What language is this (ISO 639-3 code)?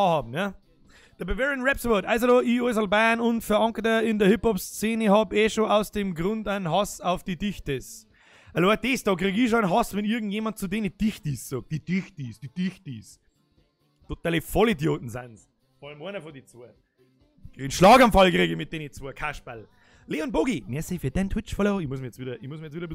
bar